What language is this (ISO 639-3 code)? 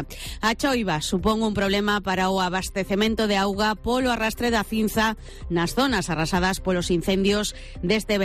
glg